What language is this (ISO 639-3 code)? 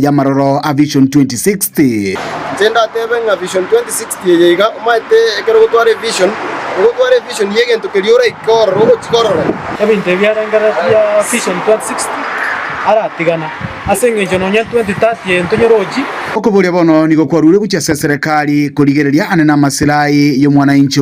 guz